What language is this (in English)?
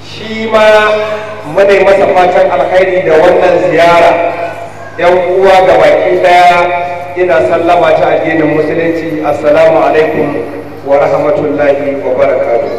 Hausa